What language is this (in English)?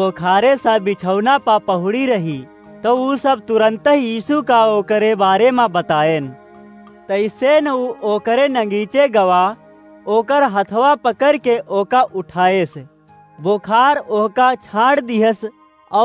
Awadhi